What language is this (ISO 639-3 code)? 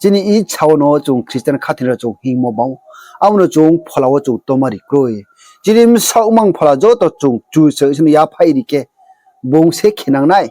ria